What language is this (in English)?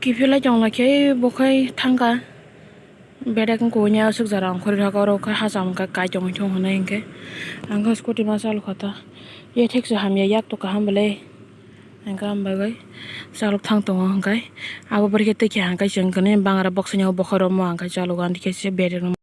Kok Borok